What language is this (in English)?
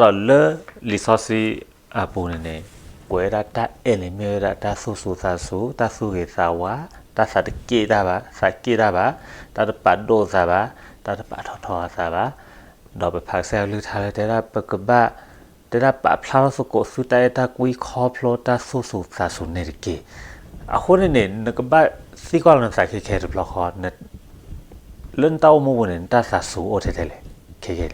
S'gaw Karen